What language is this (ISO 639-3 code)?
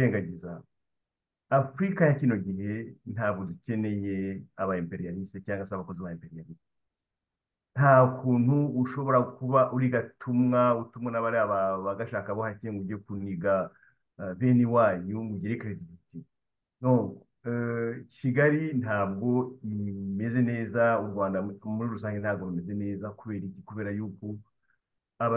kin